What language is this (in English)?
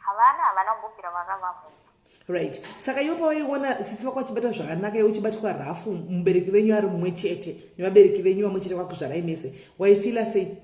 Shona